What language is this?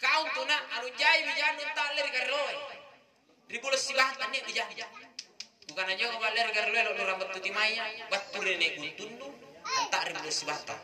Makasar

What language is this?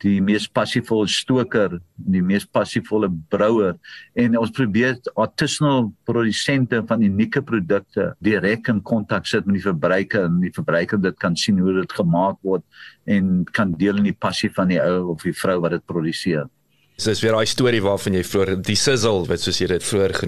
Afrikaans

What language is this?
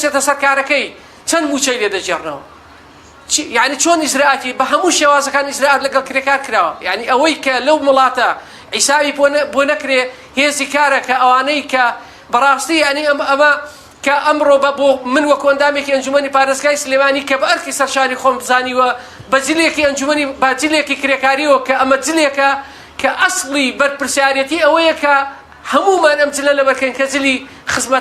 Central Kurdish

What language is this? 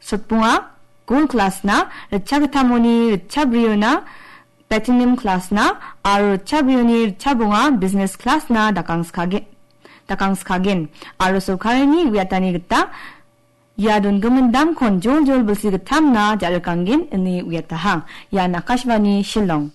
Garo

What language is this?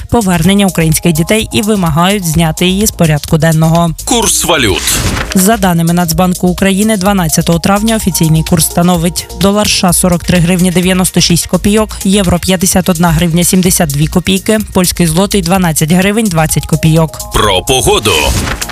Ukrainian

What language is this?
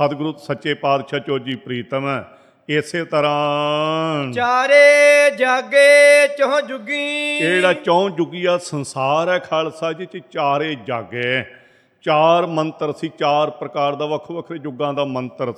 Punjabi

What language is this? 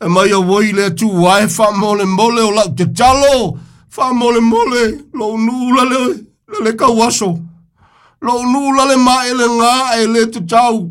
Samoan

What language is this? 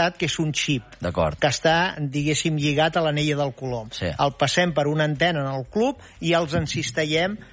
Catalan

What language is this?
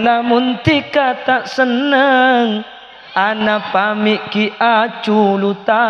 Madurese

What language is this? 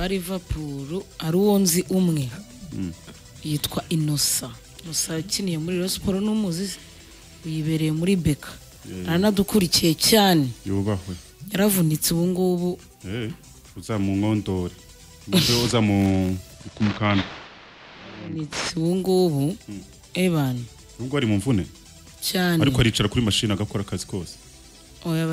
Kinyarwanda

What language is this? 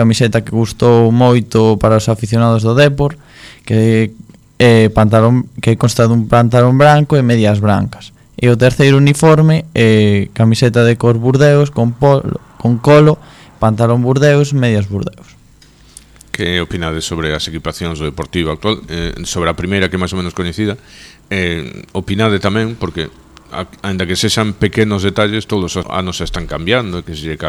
Galician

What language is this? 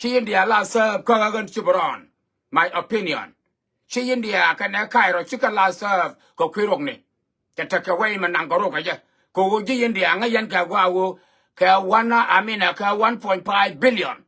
Nuer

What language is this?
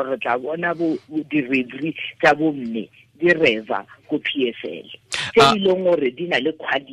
Tswana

